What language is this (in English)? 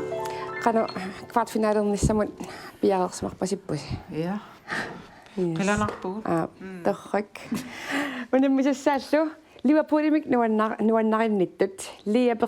Kalaallisut